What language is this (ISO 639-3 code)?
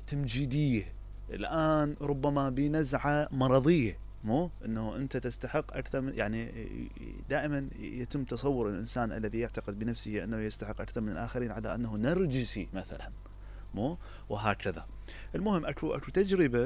acm